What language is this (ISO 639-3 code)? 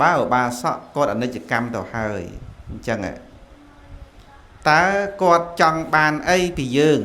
khm